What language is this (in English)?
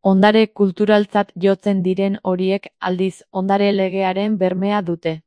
Basque